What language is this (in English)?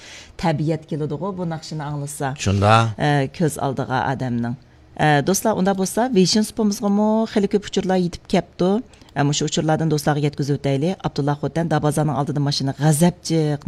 Uyghur